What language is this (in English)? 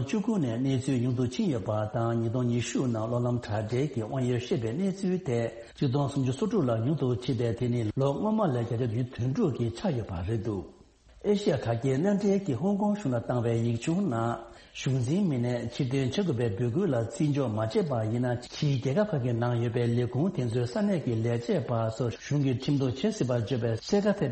Tibetan